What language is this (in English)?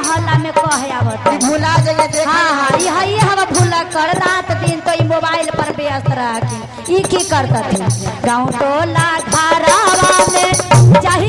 Magahi